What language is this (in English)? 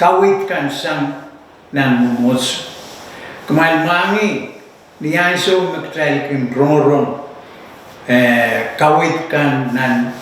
Pohnpeian